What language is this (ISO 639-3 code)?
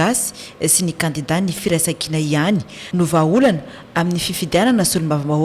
mlg